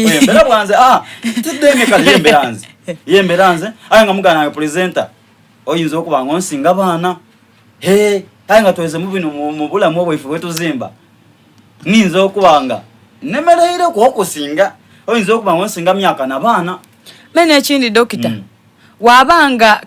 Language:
Soga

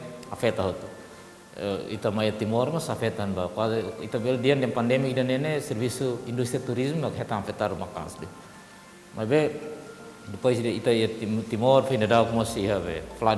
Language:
Tetum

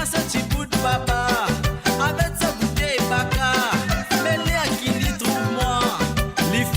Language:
Morisyen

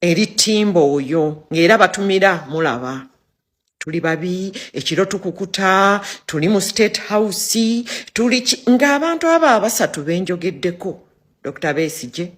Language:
Ganda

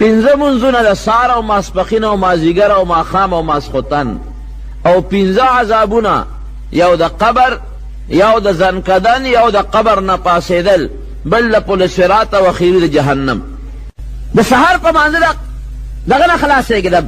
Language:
Pashto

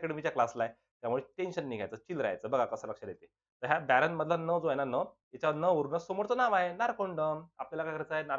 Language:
Marathi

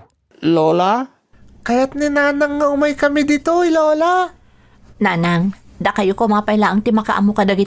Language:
Iloko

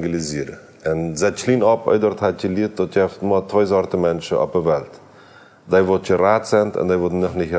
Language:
Plautdietsch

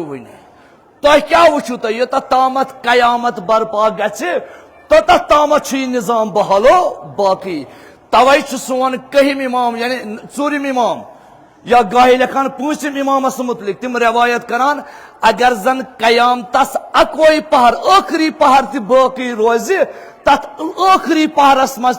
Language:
Kashmiri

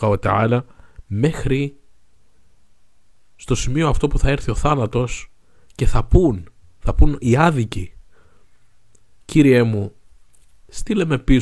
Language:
Greek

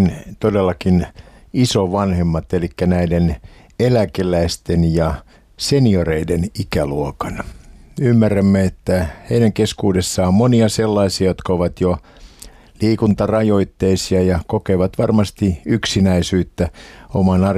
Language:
Finnish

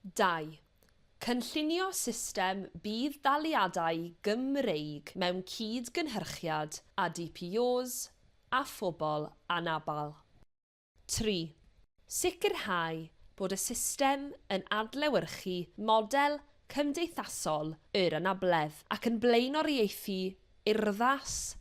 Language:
Welsh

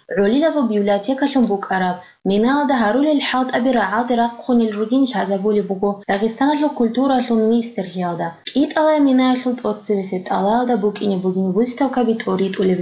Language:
Avaric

